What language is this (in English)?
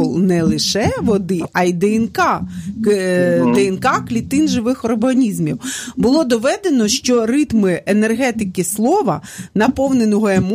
Ukrainian